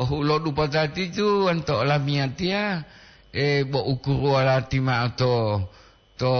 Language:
Gorontalo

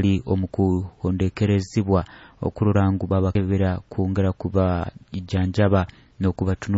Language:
Nyoro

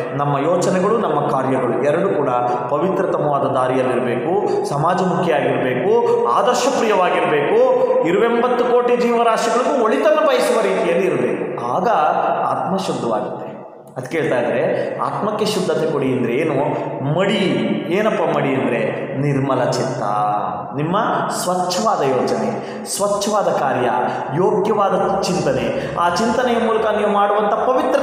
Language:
Kannada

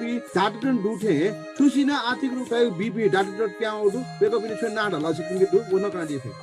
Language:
Newari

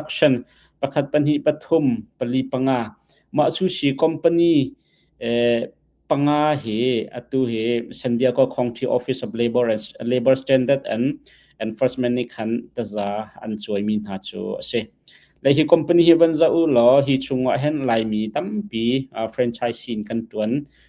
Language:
Hakha Chin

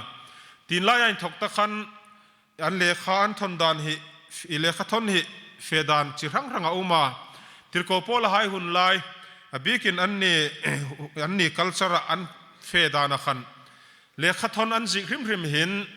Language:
Hmar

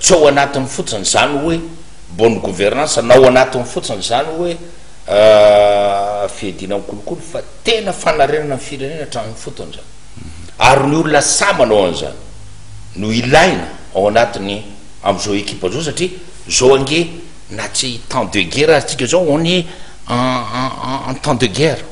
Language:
Malagasy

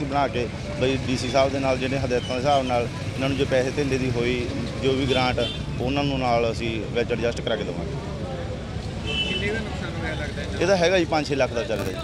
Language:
Punjabi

